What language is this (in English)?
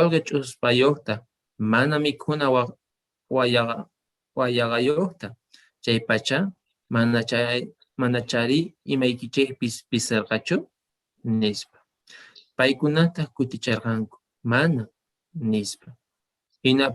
South Bolivian Quechua